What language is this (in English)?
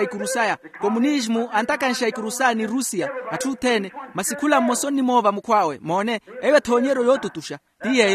Makhuwa